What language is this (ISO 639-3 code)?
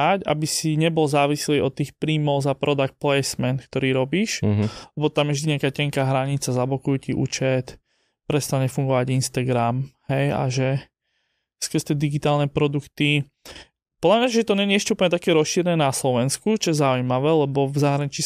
slk